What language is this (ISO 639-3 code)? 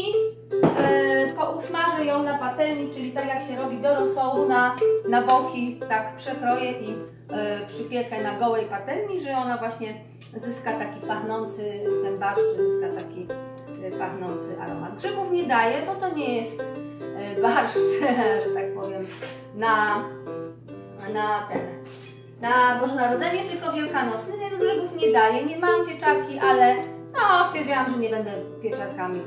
pol